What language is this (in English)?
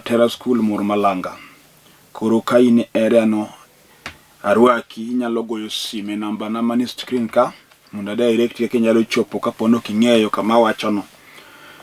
Luo (Kenya and Tanzania)